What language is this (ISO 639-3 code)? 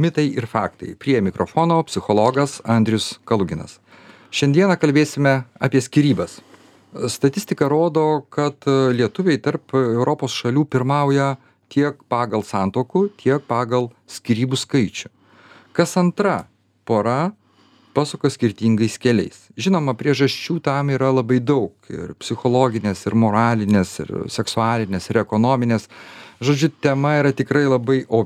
lit